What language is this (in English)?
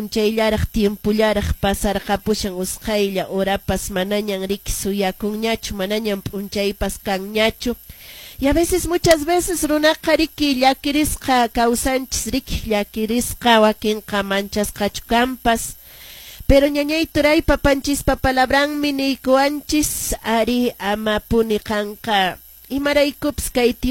Quechua